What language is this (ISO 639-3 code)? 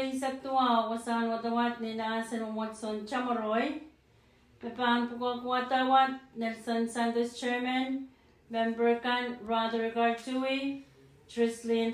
pon